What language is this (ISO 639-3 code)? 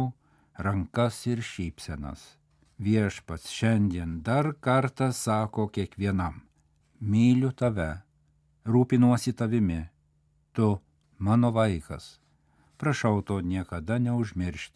lit